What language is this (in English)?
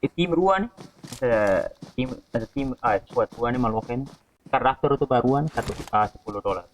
Tetum